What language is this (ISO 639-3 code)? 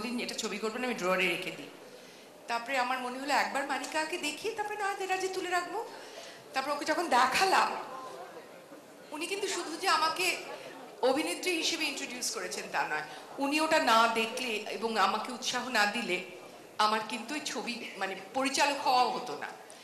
ben